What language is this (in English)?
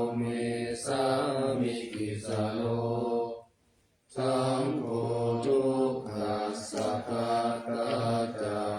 Pali